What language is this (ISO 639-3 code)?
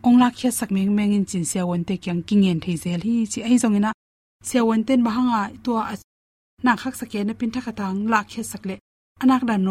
ctd